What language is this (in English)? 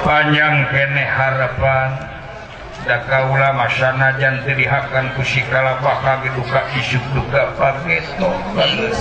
Sundanese